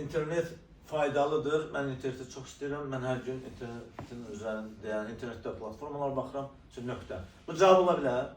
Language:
Azerbaijani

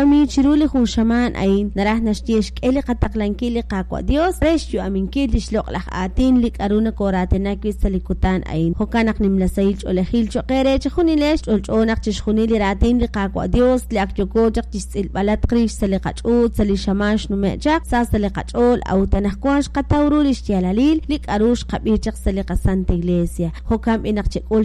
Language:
Kekchí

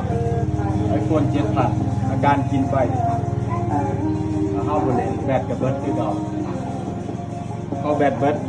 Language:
Lao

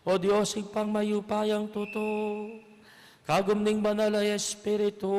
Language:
Pampanga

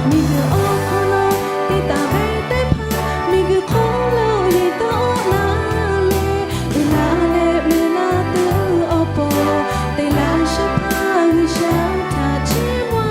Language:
Lahu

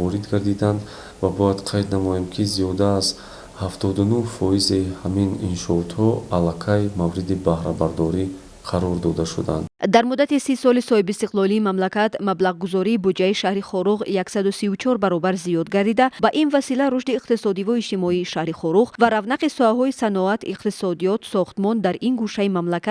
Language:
Tajik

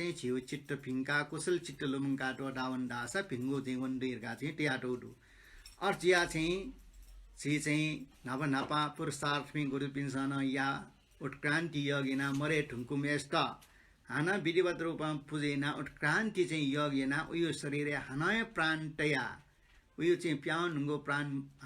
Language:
Newari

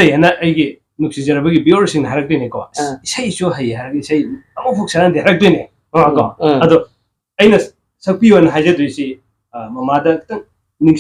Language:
Manipuri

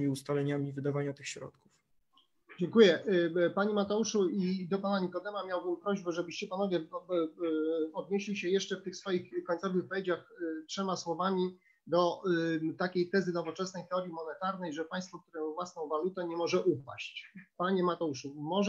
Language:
Polish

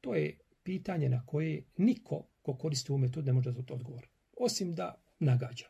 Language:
Bosnian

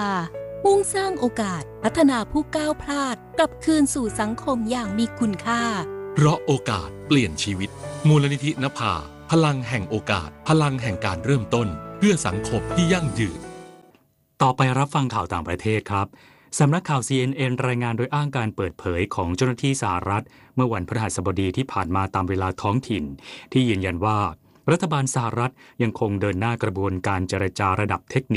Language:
Thai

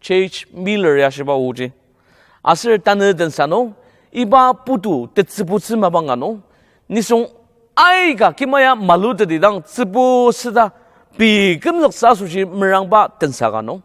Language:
Ao Naga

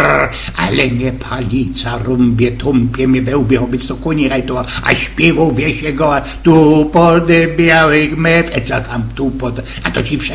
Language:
Silesian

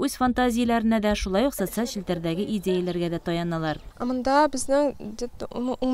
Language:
Tatar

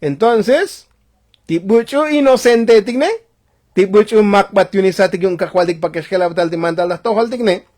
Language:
Tzotzil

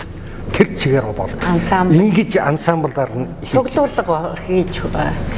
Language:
Mongolian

